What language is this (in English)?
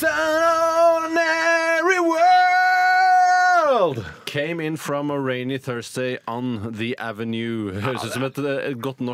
Norwegian